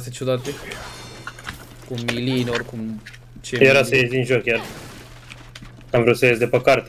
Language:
Romanian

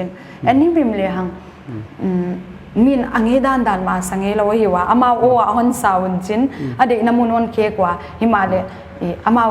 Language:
Paite Chin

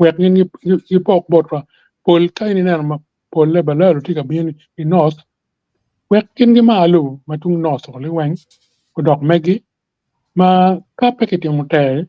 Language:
Acoli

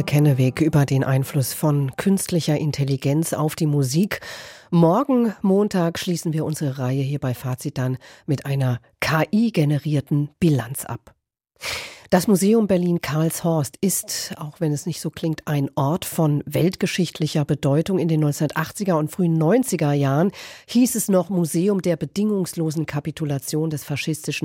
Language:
German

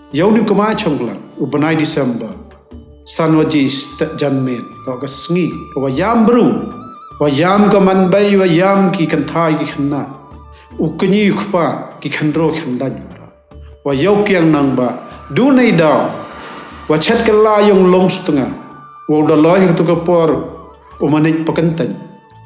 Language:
Khasi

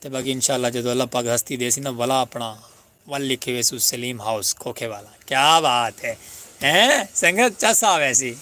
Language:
Saraiki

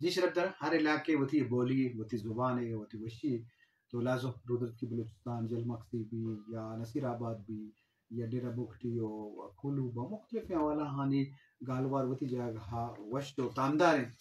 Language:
Eastern Balochi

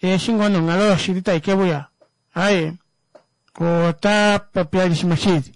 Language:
Kuanyama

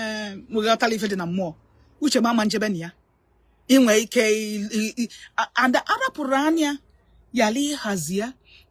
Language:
Igbo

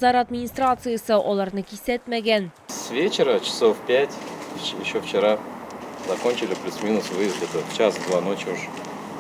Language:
Tatar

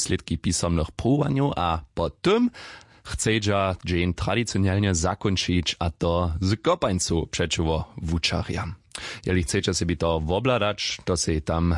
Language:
Upper Sorbian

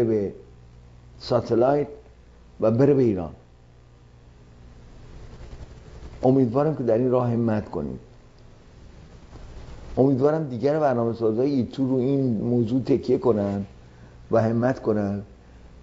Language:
Persian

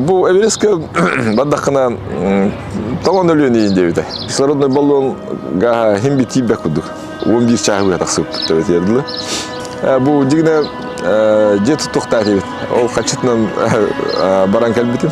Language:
Yakut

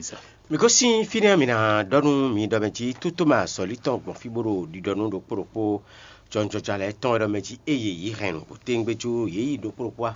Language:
Fon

